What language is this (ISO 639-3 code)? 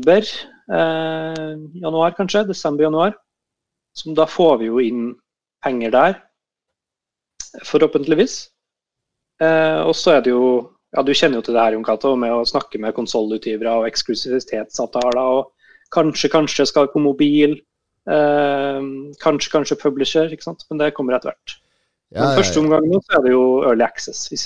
nor